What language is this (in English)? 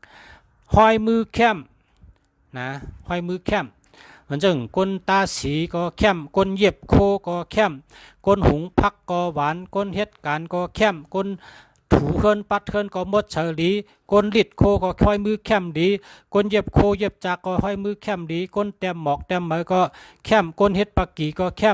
Shan